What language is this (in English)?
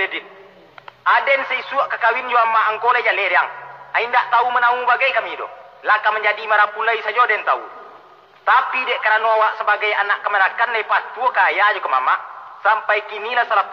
Minangkabau